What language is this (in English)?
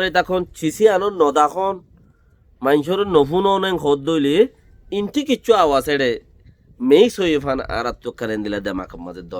Rohingya